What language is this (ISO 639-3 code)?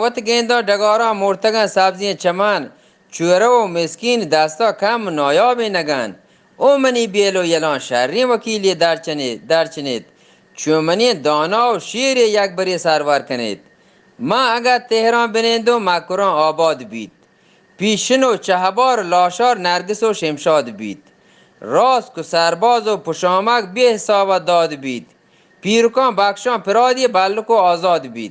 bgp